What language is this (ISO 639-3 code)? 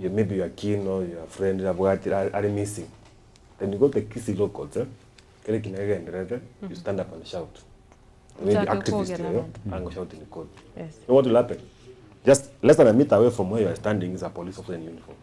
guz